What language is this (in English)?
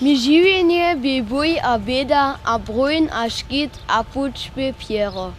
Upper Sorbian